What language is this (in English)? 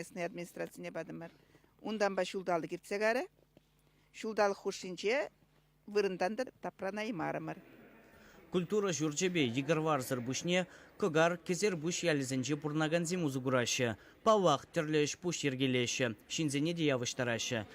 Chuvash